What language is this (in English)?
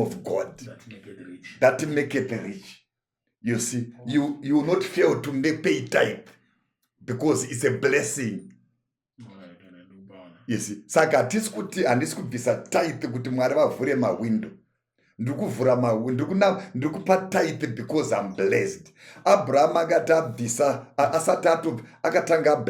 Shona